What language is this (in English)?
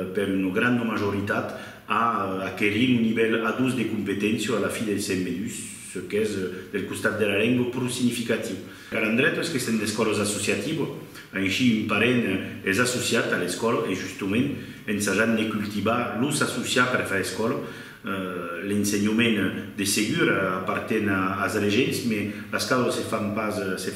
Occitan